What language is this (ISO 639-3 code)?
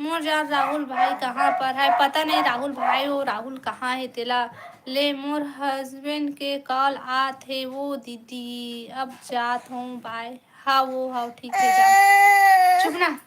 hne